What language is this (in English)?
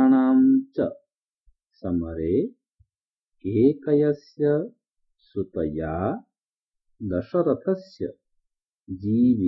Sanskrit